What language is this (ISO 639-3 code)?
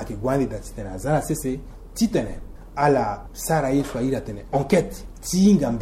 sag